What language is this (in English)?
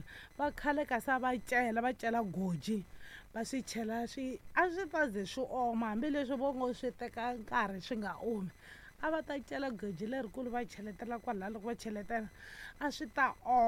Tsonga